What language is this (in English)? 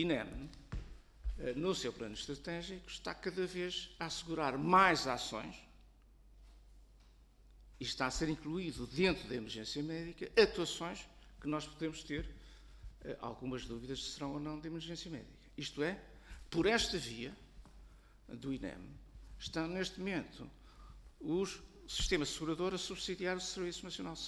Portuguese